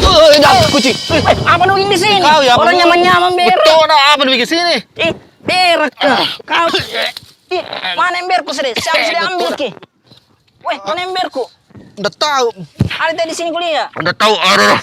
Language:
Makassar Malay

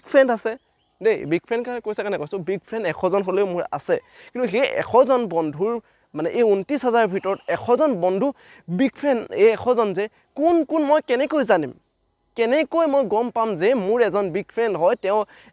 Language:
Assamese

